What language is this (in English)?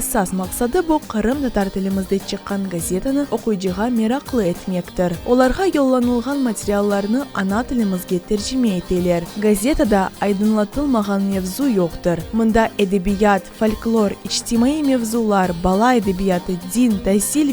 Crimean Tatar